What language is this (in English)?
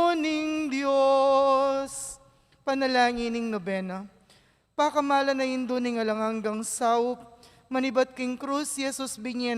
Pampanga